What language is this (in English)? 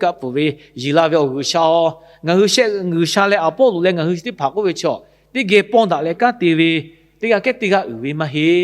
Lahu